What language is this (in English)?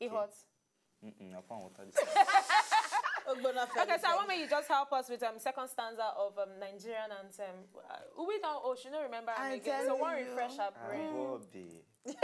Nigerian Pidgin